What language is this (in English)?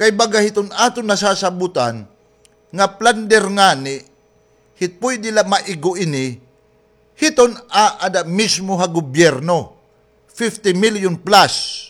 Waray